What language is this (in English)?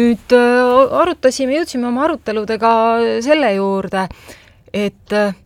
Estonian